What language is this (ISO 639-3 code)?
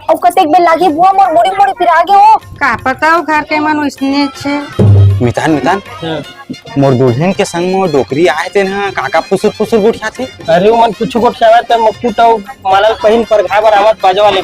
hne